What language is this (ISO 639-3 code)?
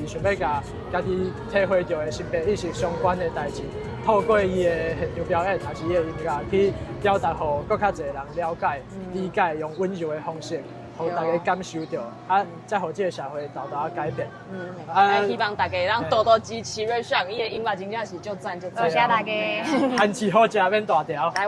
nan